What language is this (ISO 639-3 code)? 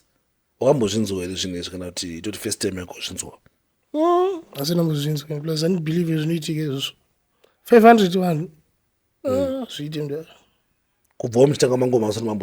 sna